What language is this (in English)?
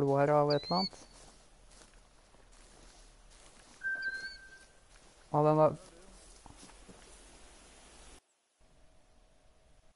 Norwegian